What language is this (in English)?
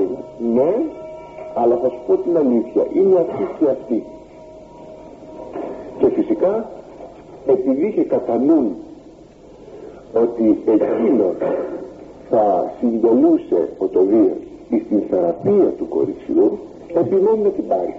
Greek